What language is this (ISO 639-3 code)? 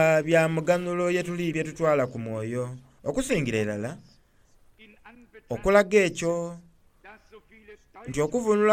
xog